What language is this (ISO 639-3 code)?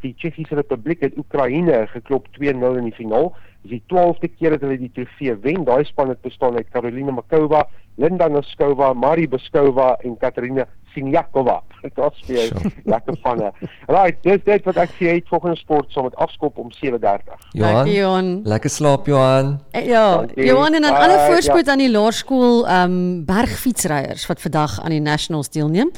afr